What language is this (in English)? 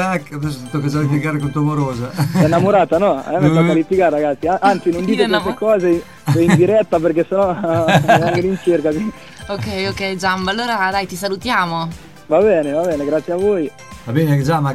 Italian